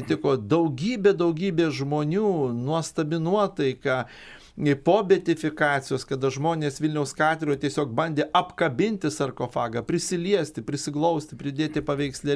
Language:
Lithuanian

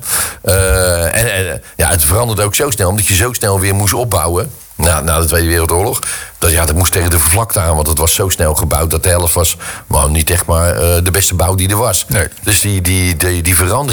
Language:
Dutch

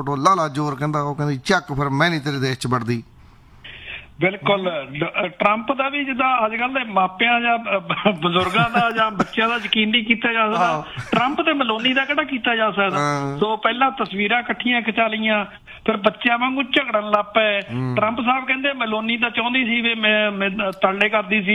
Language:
Punjabi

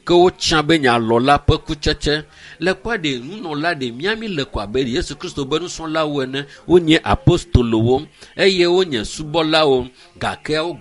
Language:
Ewe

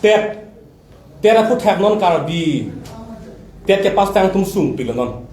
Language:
Karbi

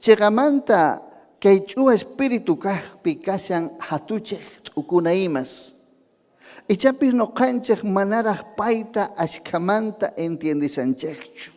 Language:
Ayacucho Quechua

